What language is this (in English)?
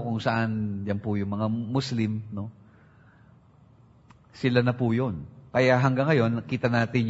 Filipino